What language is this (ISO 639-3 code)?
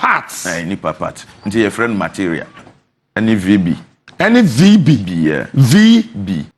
aka